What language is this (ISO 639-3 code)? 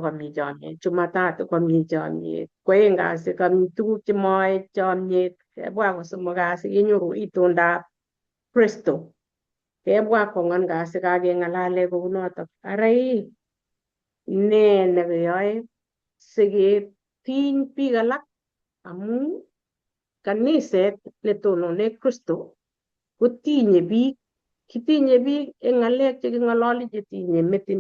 kln